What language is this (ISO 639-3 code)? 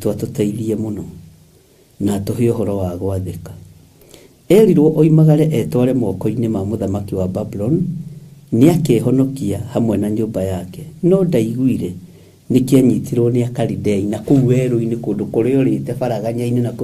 kik